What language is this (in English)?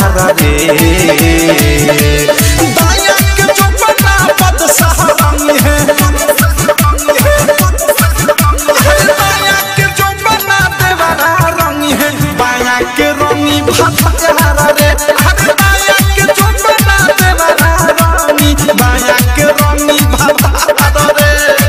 Bhojpuri